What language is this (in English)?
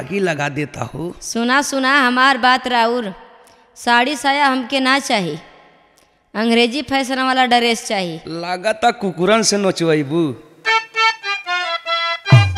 Bhojpuri